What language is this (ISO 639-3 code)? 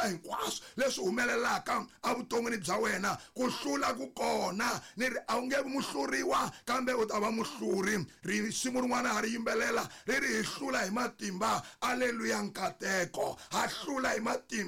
tso